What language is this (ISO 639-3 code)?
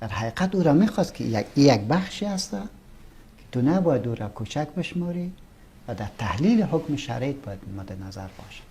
fas